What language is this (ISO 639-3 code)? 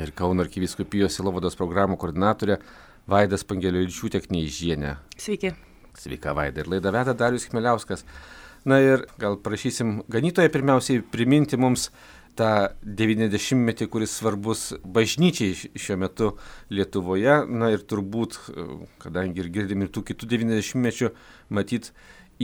lit